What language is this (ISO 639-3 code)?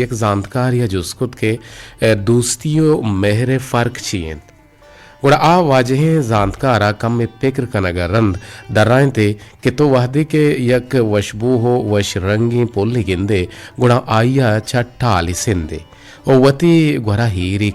bgp